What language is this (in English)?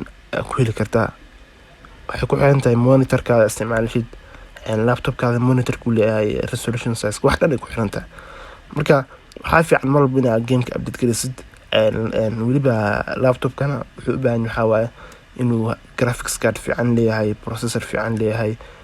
Somali